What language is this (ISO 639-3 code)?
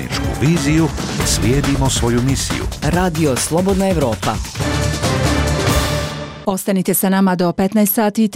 bos